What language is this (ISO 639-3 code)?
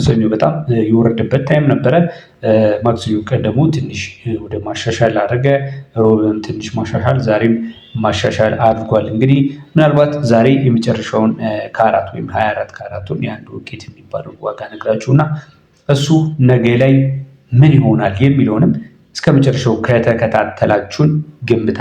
amh